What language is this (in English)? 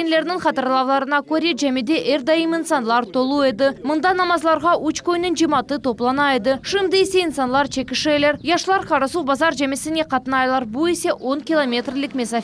Crimean Tatar